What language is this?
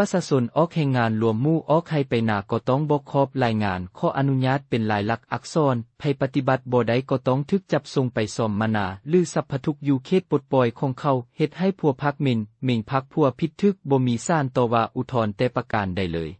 Lao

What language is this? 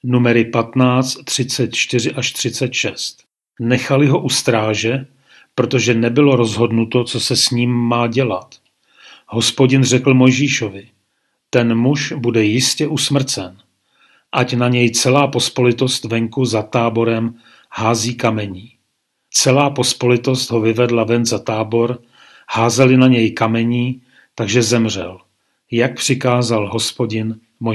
Czech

